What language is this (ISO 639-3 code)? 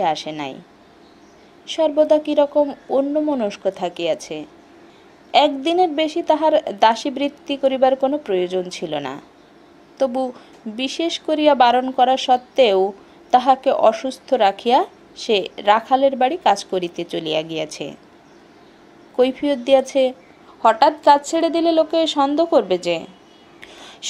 ben